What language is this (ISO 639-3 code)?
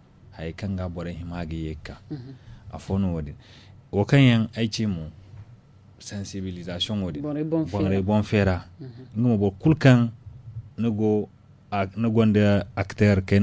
dje